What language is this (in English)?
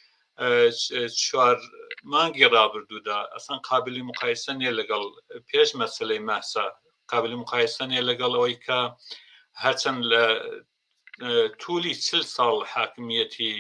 Central Kurdish